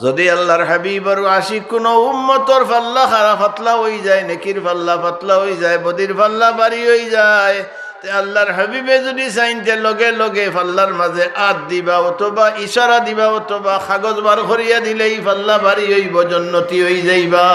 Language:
Sylheti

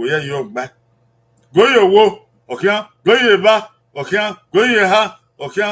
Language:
Bini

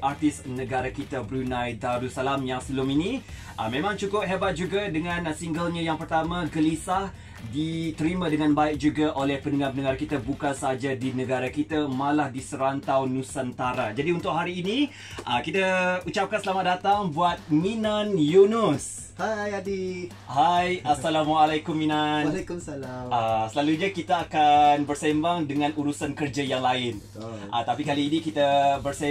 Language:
Malay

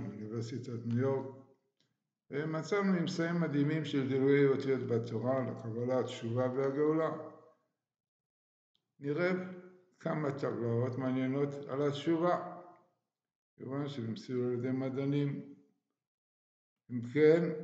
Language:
Hebrew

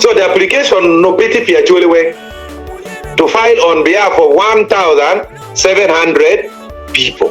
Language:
Acoli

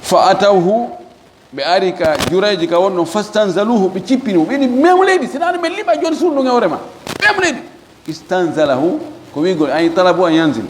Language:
Fula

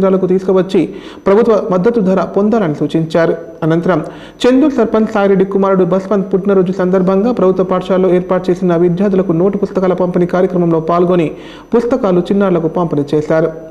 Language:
Telugu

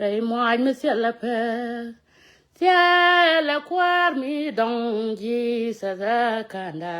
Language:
Nuer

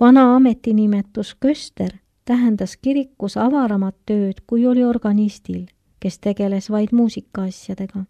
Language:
Estonian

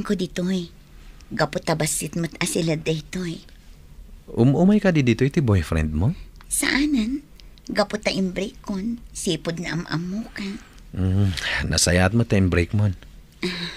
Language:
Iloko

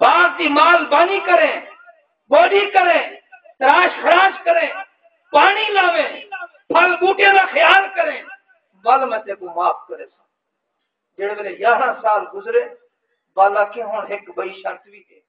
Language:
Saraiki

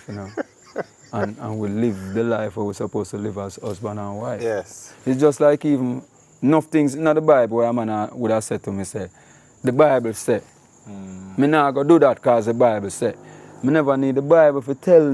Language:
Jamaican Creole English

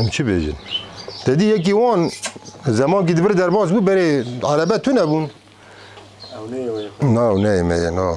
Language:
Kurdish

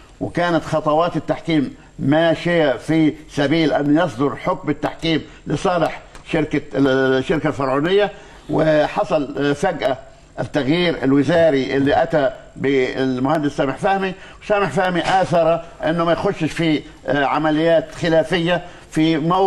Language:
Egyptian Arabic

